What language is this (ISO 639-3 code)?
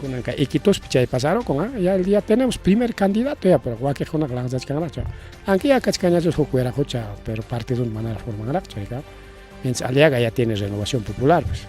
quy